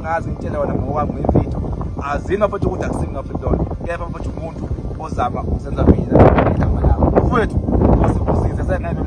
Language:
Zulu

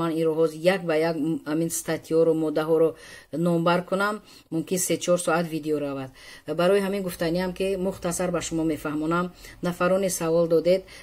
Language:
Tajik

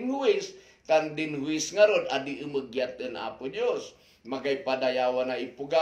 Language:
Kankanaey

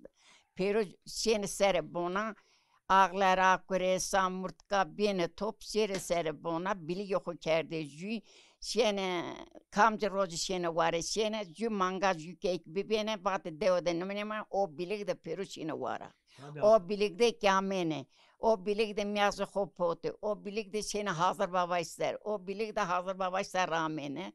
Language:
Zaza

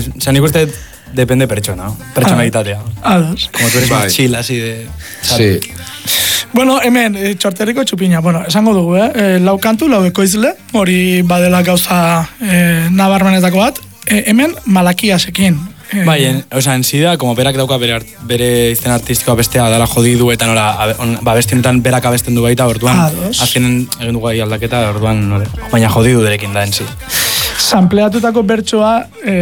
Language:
Basque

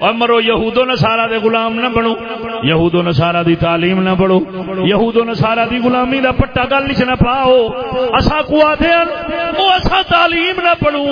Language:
Saraiki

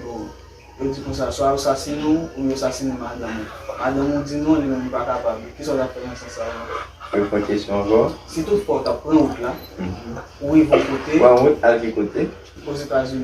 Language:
Haitian Creole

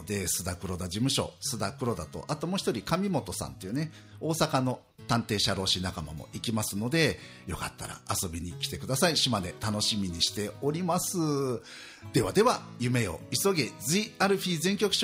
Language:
Japanese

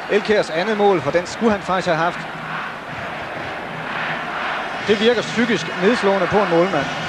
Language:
Danish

